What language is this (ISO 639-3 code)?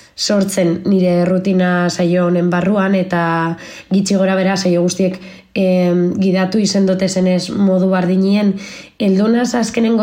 eus